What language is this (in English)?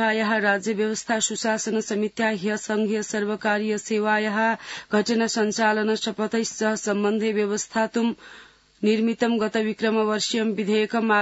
Sanskrit